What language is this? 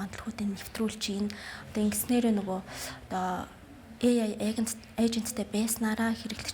Mongolian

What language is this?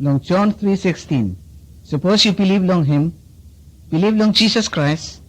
Bislama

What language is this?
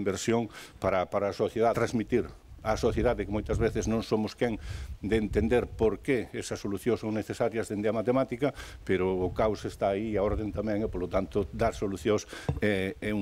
Galician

